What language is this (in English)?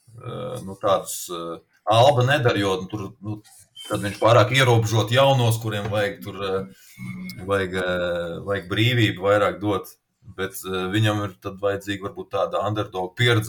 Latvian